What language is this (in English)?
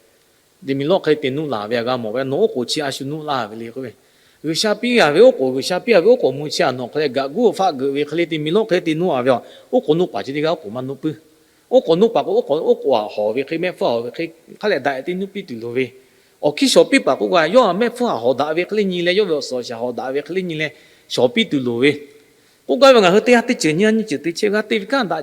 Lahu